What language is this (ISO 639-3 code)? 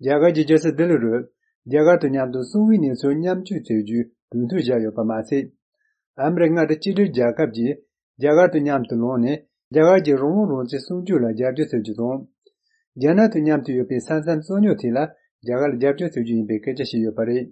bod